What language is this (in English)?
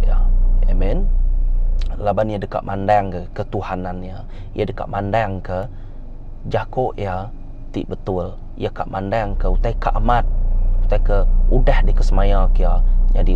Iban